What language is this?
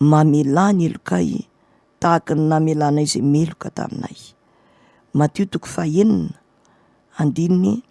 Malagasy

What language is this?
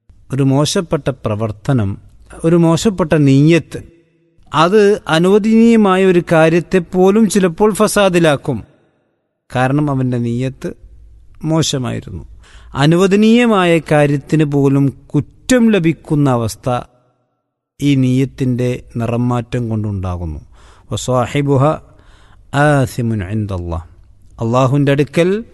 Malayalam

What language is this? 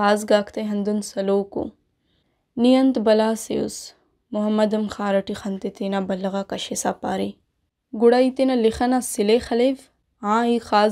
Brahui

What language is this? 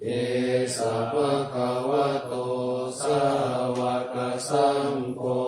Pali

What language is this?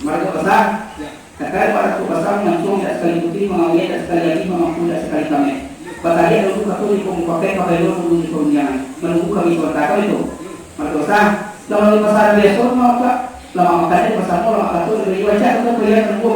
Minangkabau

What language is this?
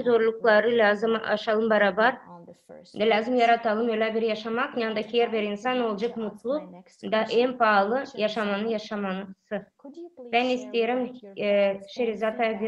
Gagauz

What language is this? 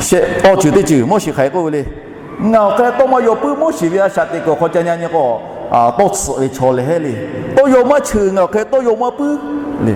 Lahu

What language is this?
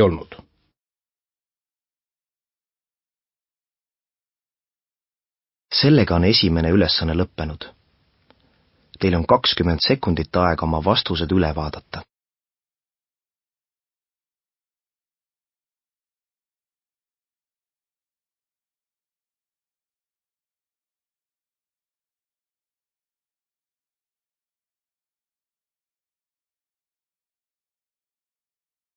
Estonian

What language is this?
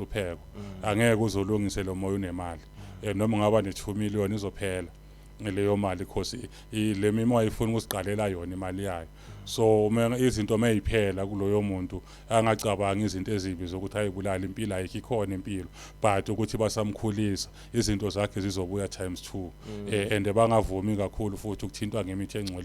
Zulu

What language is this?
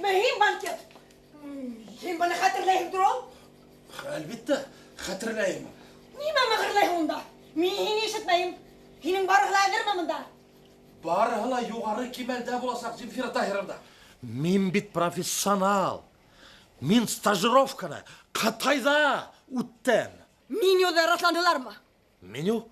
Bashkir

